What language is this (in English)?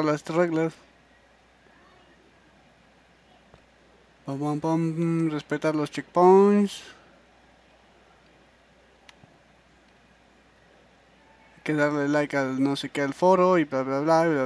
Spanish